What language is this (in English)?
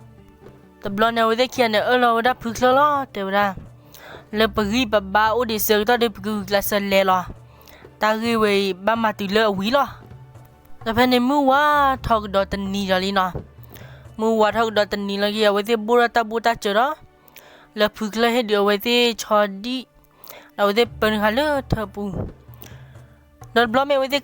S'gaw Karen